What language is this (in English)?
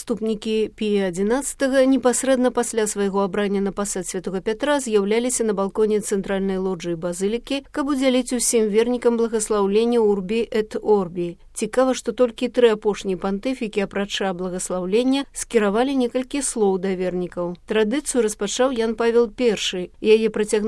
Belarusian